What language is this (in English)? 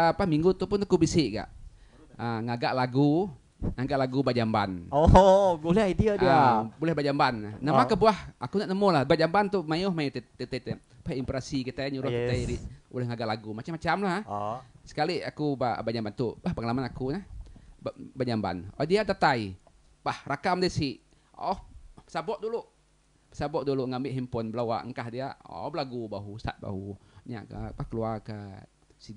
Iban